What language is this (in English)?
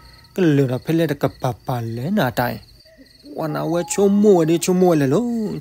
S'gaw Karen